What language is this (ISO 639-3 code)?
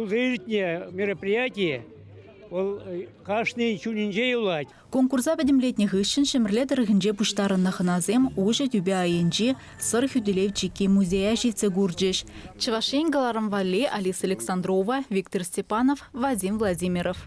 chv